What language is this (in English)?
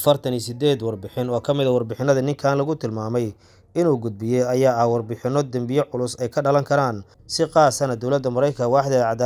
Somali